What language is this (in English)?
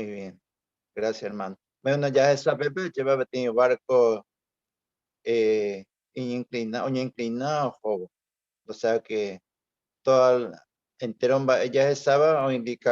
Guarani